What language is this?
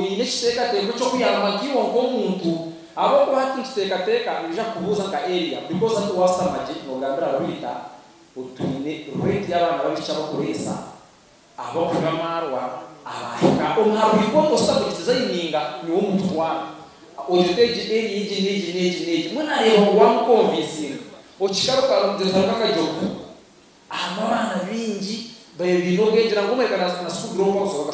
Nyankole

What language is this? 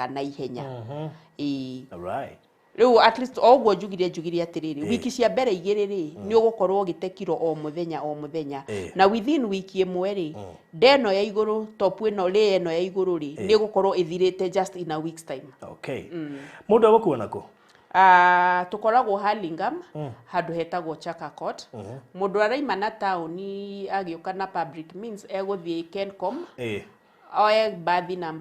Kikuyu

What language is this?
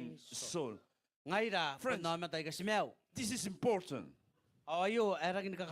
Gilbertese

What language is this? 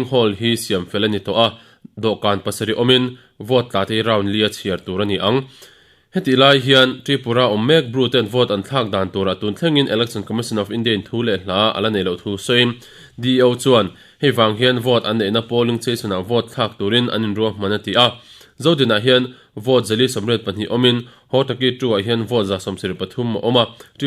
Mizo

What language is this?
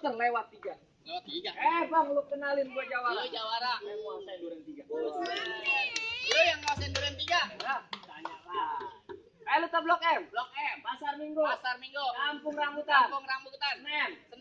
Betawi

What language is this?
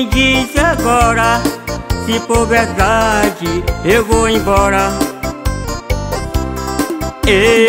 Portuguese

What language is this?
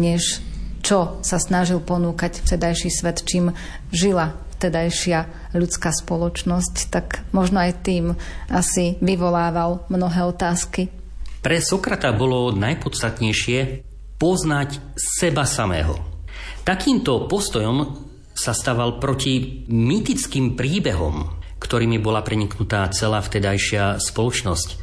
Slovak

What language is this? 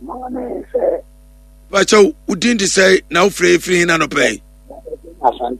Akan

